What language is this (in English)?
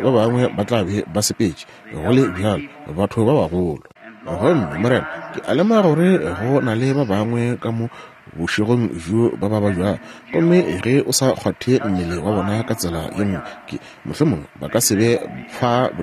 Northern Sotho